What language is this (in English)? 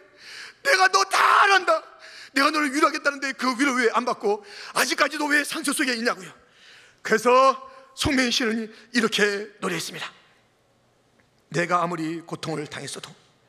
Korean